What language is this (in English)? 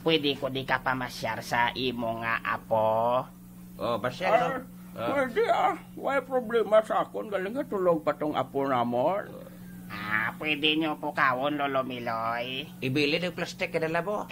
Hiligaynon